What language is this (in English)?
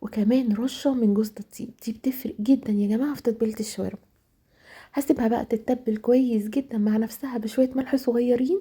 Egyptian Arabic